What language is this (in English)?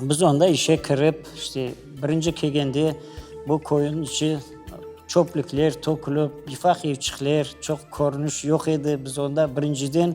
Crimean Tatar